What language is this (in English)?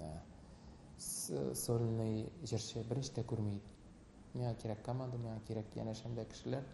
Tatar